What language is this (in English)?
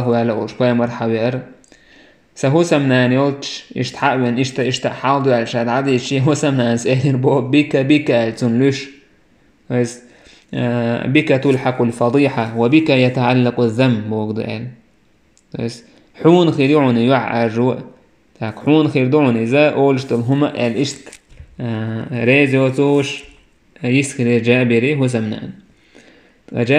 Chechen